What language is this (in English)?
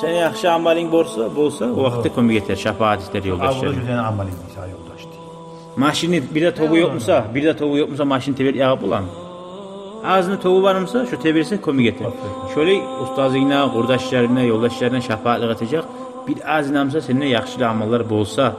Kumyk